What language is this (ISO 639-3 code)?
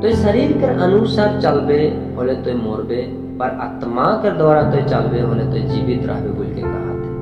sck